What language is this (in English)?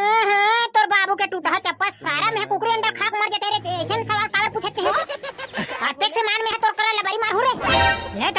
Chhattisgarhi